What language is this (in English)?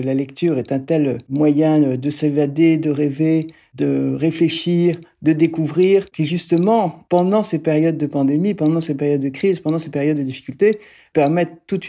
French